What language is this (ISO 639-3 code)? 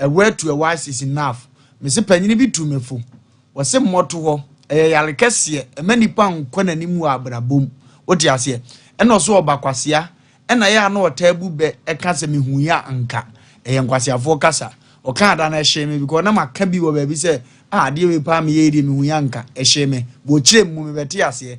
aka